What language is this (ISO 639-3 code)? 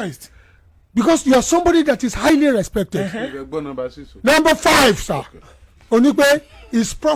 yor